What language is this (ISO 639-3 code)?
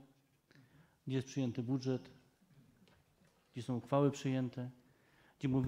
pol